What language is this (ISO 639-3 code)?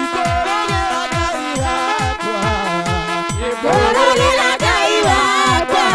kik